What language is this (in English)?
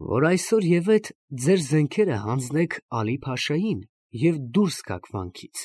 Armenian